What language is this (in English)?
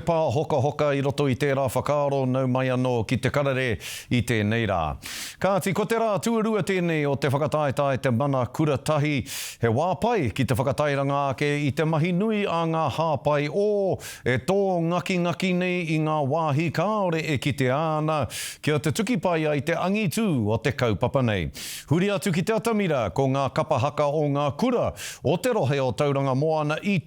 Māori